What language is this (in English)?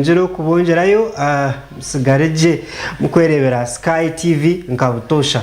Nyankole